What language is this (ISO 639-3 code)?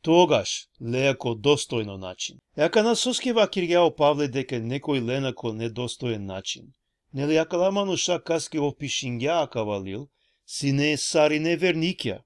rmn